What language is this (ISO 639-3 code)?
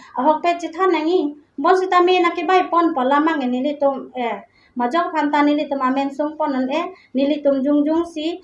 mjw